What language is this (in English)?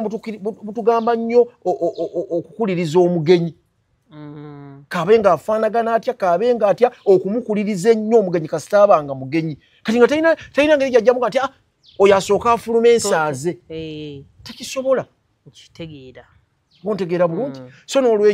Ganda